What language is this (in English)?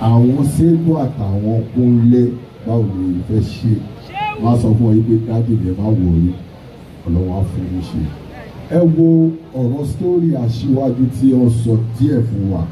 Yoruba